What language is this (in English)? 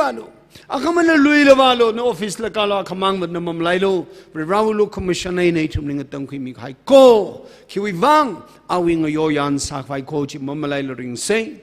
Tangkhul Naga (India)